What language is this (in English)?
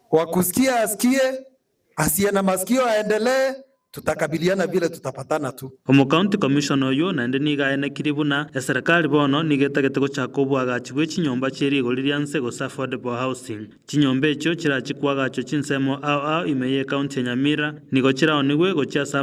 Gusii